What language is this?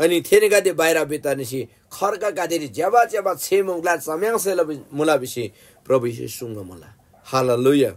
Eastern Tamang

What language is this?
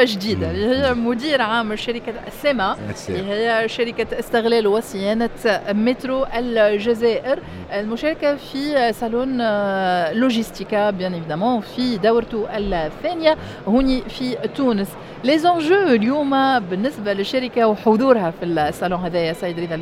Tunisian Arabic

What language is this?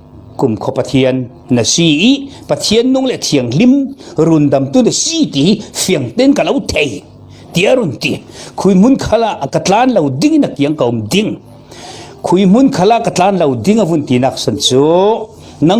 Falam Chin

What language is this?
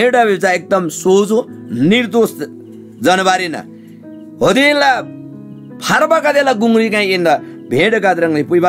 Eastern Tamang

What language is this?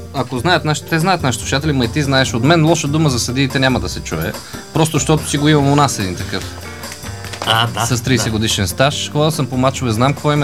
Bulgarian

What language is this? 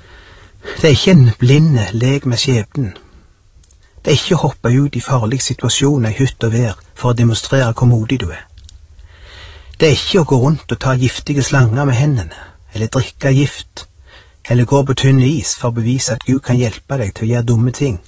Norwegian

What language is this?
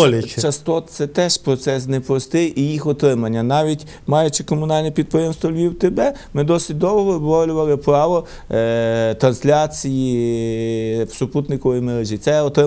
Ukrainian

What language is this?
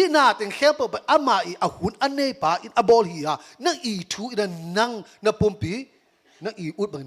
Tedim Chin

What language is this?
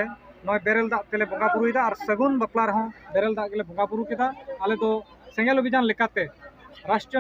Santali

